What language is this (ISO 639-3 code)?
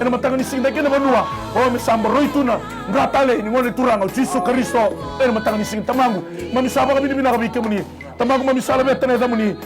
fij